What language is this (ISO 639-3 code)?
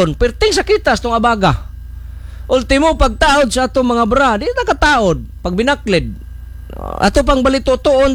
ceb